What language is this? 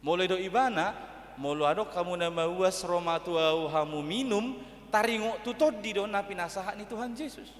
Batak Toba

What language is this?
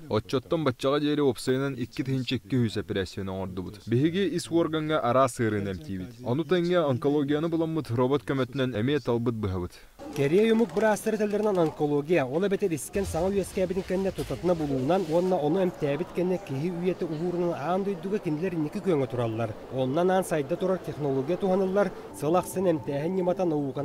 Yakut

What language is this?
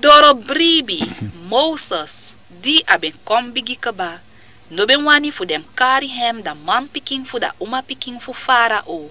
Sranan Tongo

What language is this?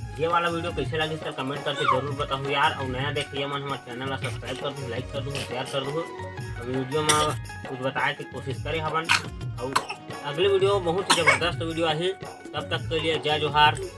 Chhattisgarhi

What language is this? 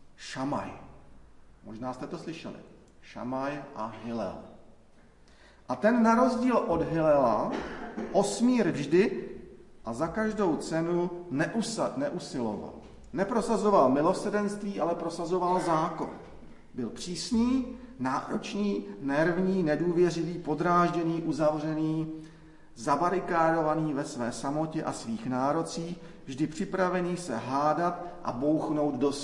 Czech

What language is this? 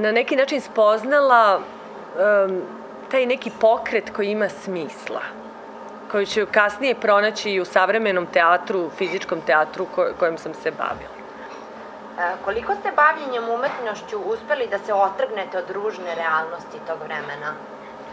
Serbian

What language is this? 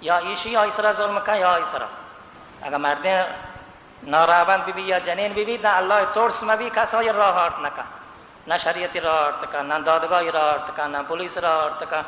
Baluchi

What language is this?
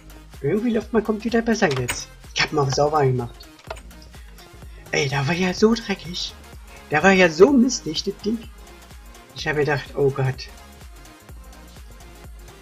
German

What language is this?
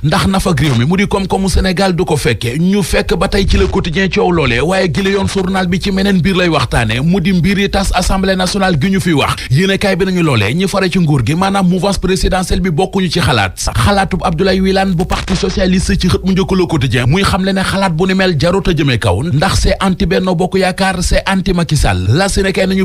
Wolof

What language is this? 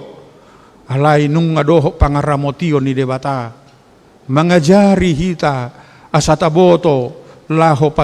Batak Toba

